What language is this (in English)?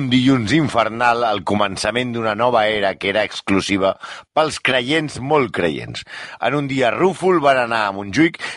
Catalan